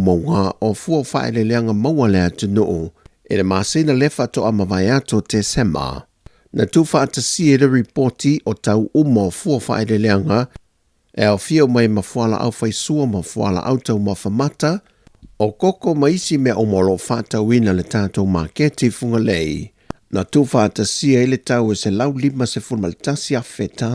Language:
Samoan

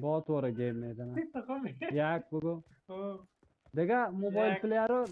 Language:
Persian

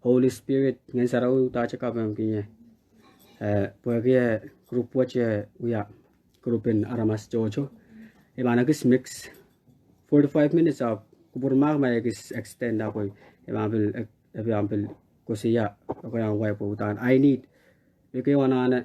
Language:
Pohnpeian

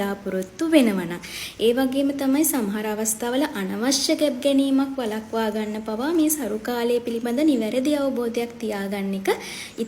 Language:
Sinhala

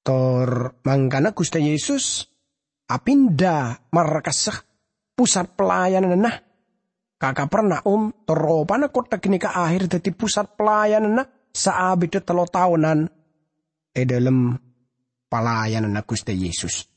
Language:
Madurese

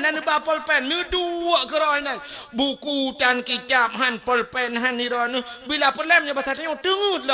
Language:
Achinese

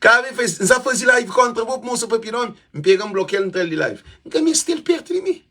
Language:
Kabuverdianu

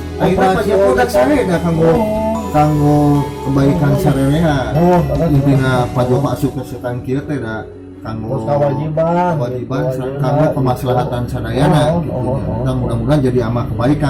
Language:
Sundanese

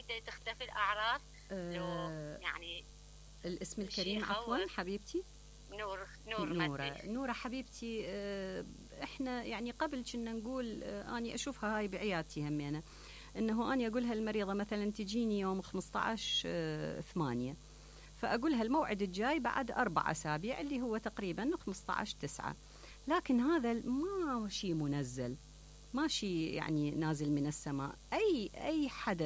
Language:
Mesopotamian Arabic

